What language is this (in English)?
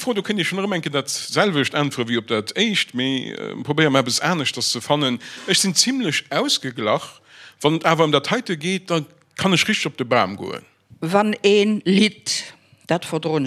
Luxembourgish